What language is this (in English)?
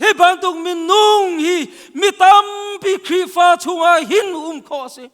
Hakha Chin